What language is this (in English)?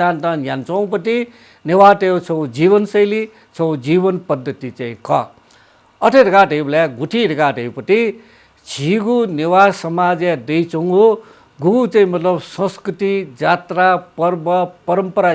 Newari